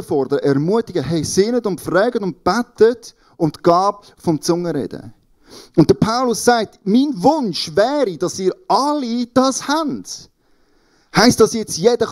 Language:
Swiss German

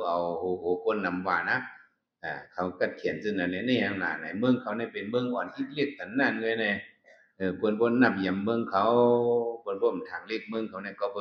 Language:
Shan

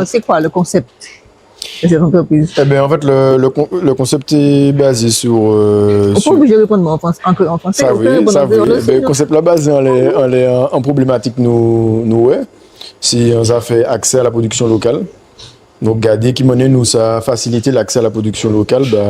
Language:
Guadeloupean Creole French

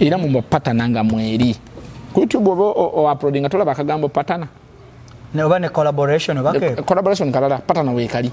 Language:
Ganda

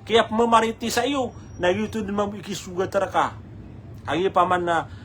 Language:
Maranao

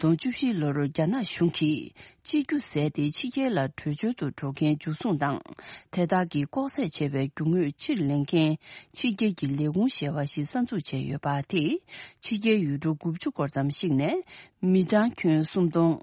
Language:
Tibetan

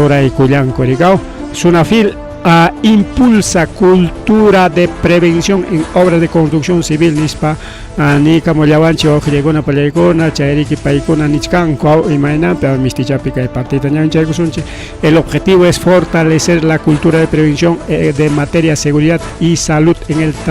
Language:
Ayacucho Quechua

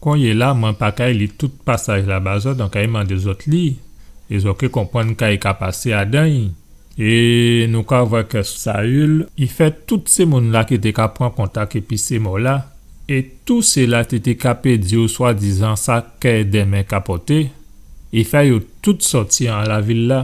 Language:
Guadeloupean Creole French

